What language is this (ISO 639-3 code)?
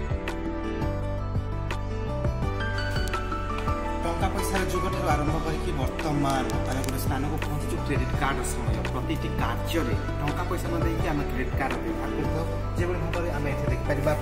ori